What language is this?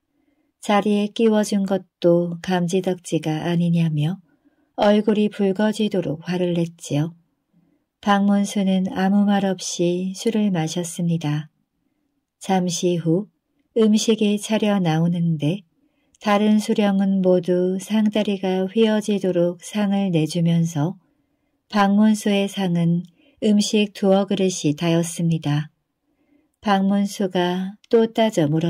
Korean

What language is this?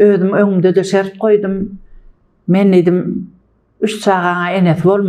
Turkmen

